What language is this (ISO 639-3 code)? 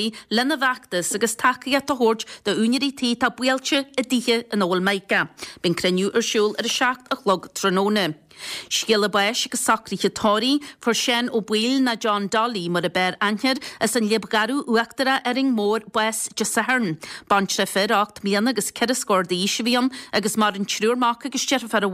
gle